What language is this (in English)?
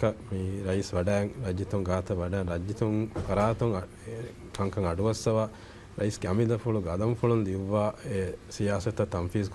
Divehi